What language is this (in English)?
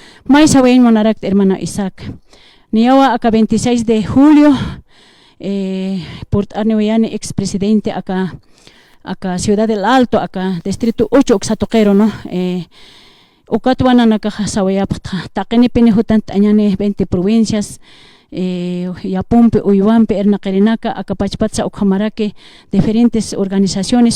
Aymara